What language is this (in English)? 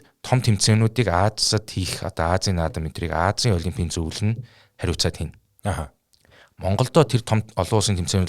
Mongolian